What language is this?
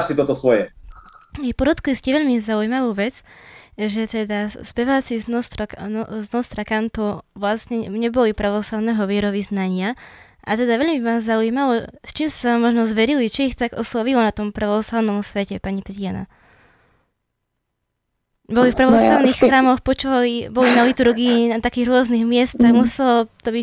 Slovak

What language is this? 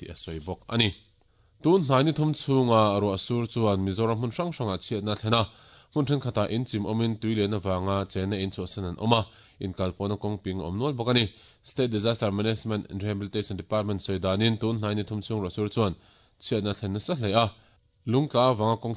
Mizo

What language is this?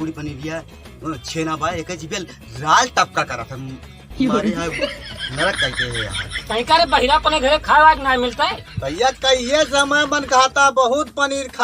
Awadhi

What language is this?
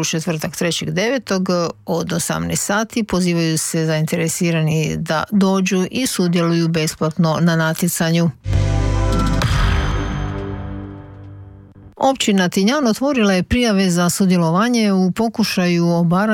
Croatian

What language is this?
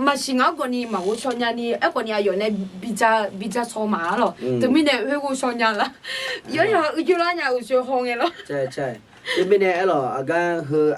Akha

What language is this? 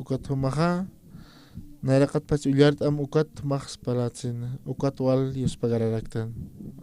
Aymara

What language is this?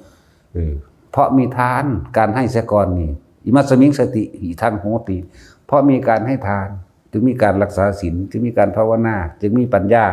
Lao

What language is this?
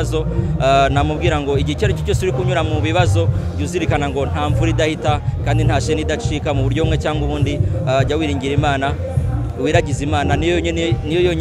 Kinyarwanda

